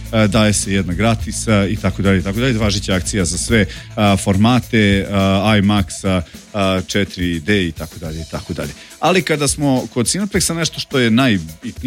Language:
Serbian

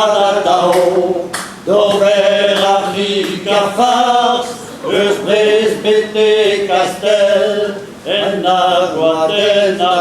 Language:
Breton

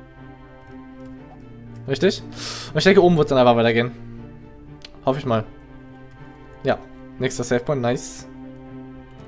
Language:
German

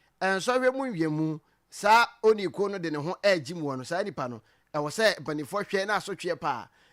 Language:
Akan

